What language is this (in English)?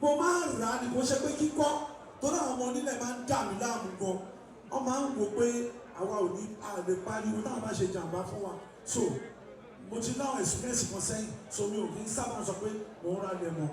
Yoruba